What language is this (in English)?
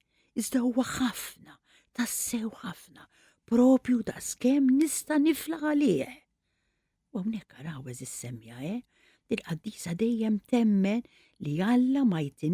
Maltese